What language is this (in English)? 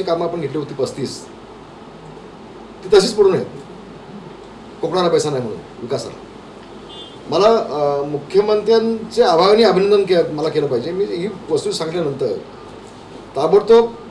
Marathi